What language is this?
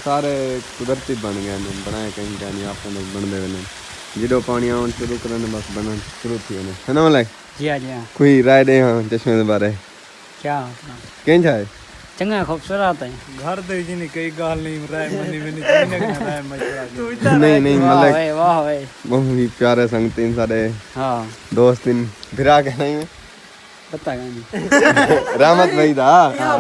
Saraiki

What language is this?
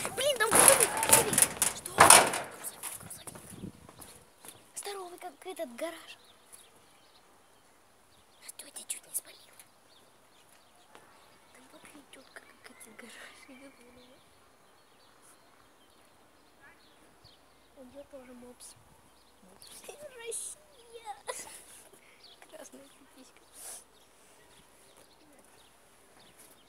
Russian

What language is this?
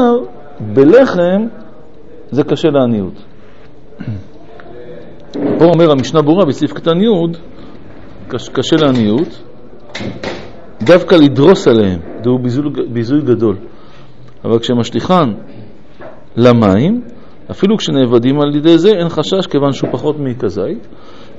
Hebrew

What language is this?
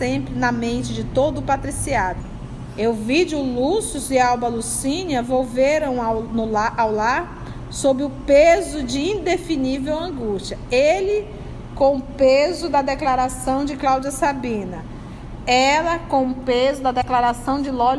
Portuguese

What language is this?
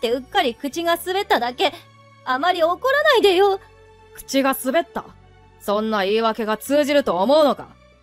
Japanese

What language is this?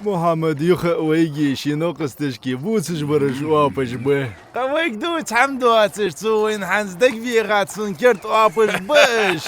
Ingush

